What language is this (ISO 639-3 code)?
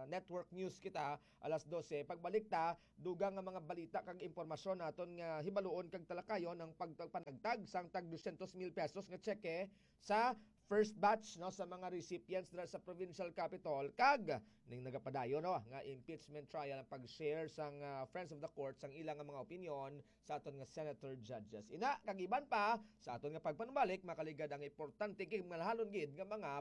hil